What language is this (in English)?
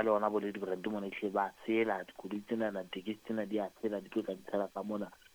Southern Sotho